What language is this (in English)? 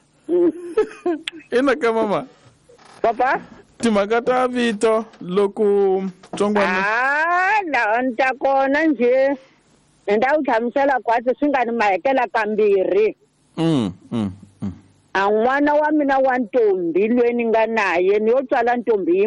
Tsonga